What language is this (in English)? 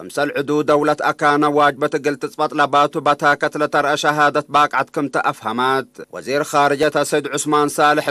Tigre